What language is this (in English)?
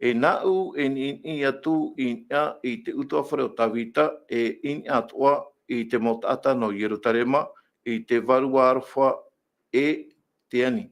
Tahitian